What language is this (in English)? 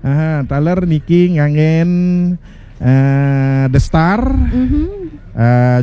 Balinese